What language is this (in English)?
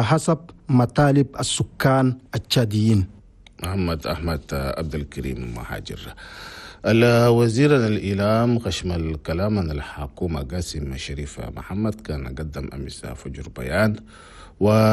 Chadian Arabic